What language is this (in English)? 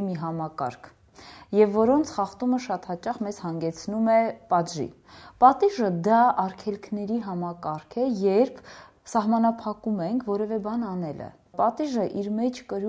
Armenian